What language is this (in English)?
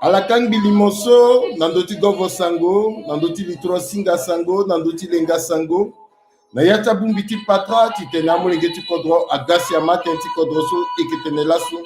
Sango